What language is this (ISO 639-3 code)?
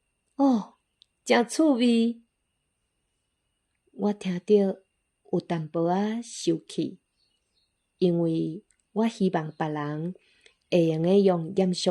nan